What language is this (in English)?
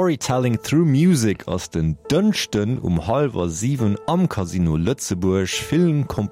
Luxembourgish